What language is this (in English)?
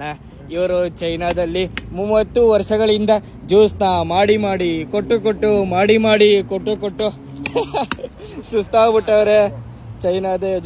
Kannada